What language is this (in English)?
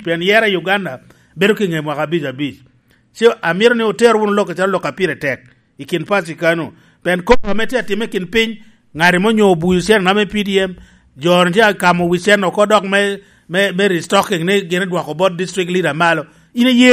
Lango (Uganda)